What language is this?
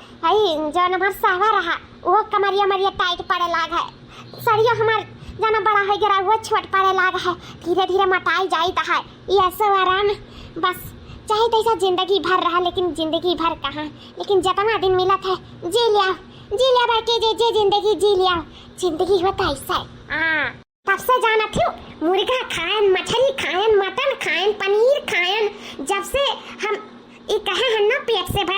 Awadhi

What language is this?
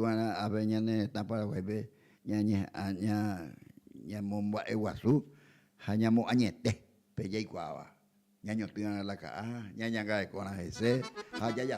Guarani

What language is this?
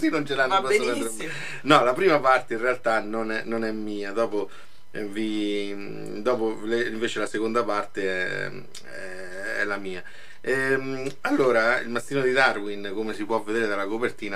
Italian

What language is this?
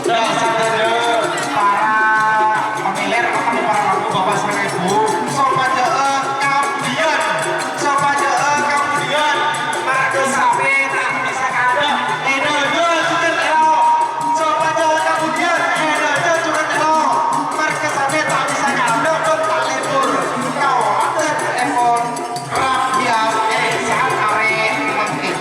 Madurese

